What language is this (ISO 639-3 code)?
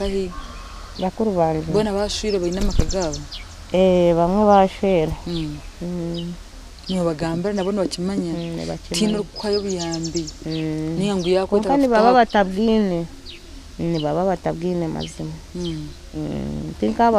nyn